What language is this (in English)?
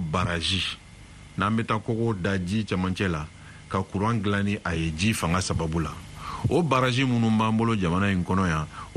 Bambara